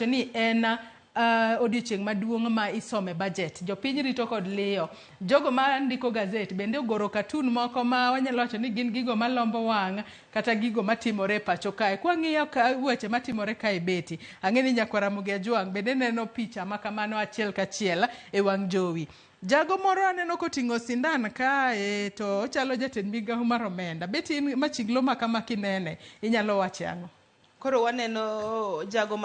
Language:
Luo (Kenya and Tanzania)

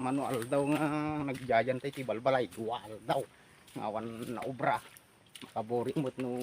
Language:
Iloko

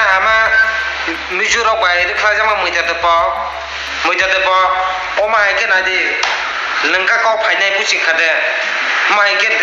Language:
Riang (India)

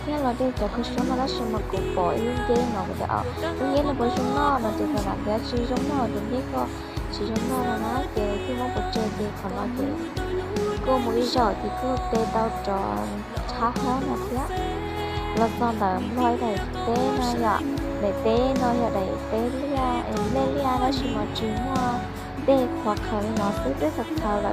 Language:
Hmong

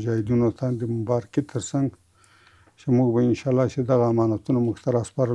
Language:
Pashto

